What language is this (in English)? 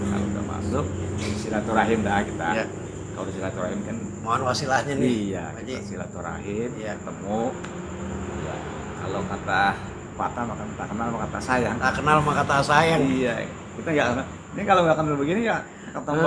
Betawi